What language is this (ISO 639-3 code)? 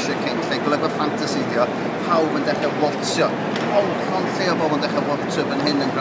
cym